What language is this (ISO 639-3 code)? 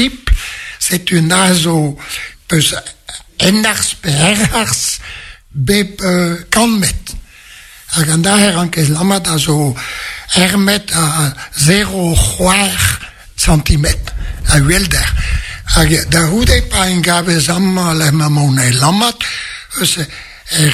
bre